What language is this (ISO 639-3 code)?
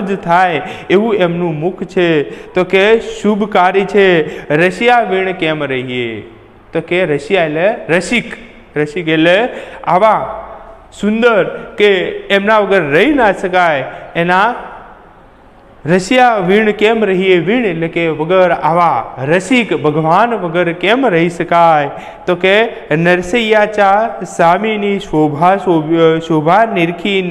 guj